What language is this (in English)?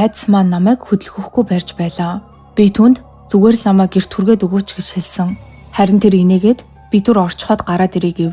Mongolian